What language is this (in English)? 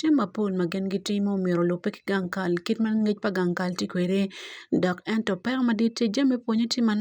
Acoli